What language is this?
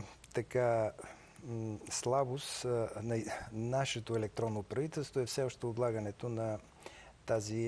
Bulgarian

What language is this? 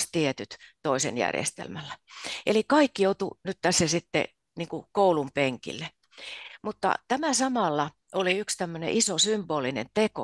Finnish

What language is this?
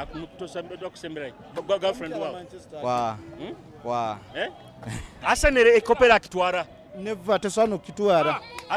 Nyoro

